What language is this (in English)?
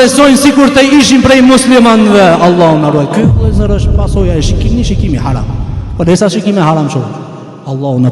Albanian